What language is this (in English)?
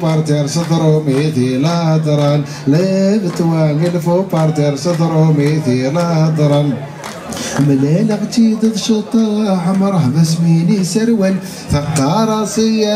Kabyle